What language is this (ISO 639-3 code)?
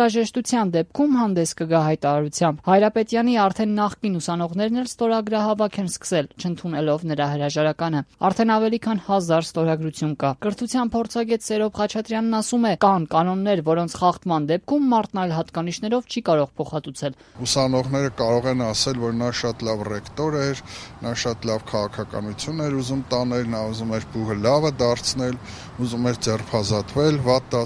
hye